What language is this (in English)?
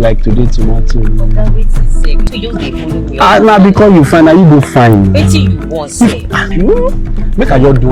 Nigerian Pidgin